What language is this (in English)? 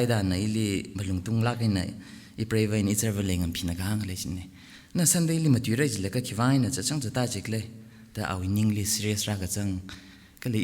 Tangkhul Naga (India)